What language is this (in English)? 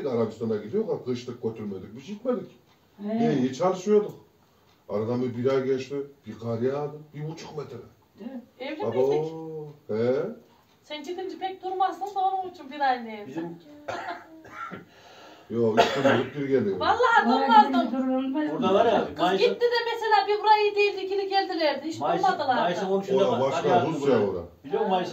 Turkish